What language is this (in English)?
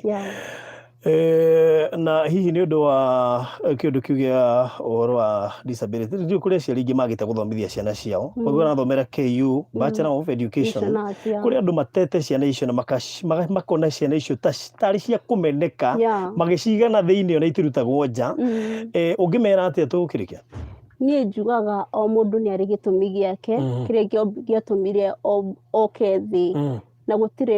Kikuyu